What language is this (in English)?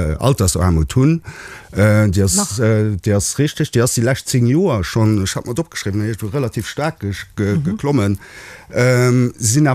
Luxembourgish